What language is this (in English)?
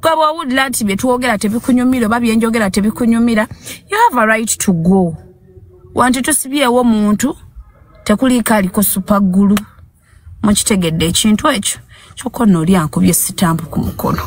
Ganda